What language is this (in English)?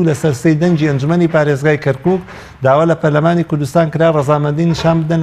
Central Kurdish